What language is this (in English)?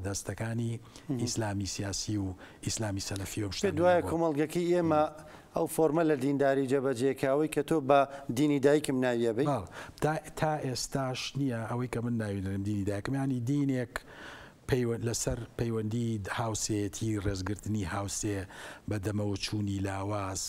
Central Kurdish